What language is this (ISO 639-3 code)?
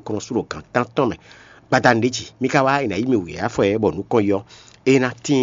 fon